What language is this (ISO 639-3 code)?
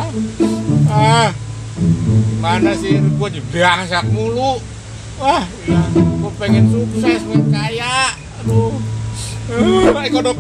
bew